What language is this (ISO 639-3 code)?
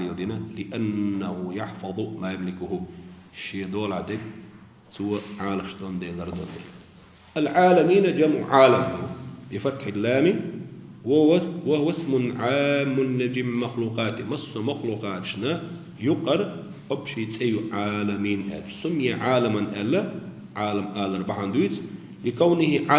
che